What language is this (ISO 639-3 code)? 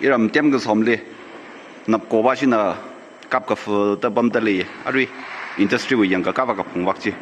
nmf